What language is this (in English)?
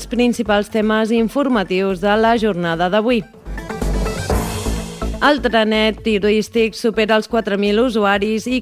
Catalan